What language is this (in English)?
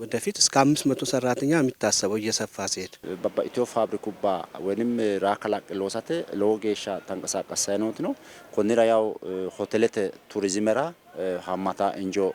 Sidamo